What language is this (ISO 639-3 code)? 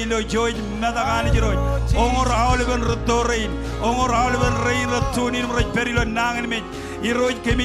mah